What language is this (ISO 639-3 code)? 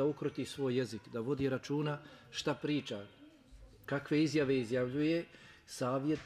bos